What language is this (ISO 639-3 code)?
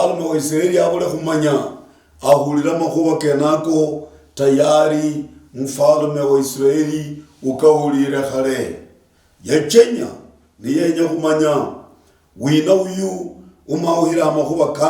luy